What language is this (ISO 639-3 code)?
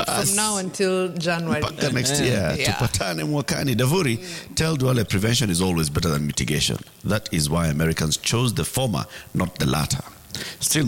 swa